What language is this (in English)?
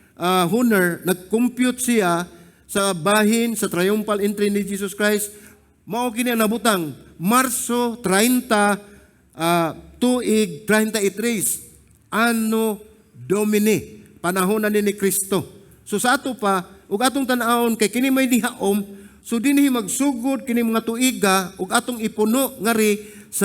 Cebuano